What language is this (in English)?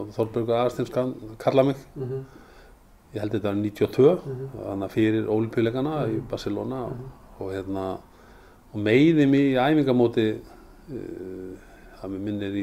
Icelandic